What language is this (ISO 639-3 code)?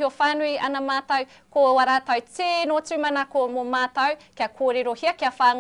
mri